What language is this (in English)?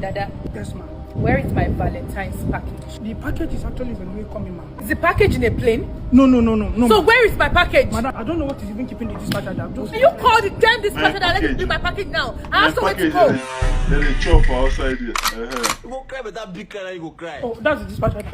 Nigerian Pidgin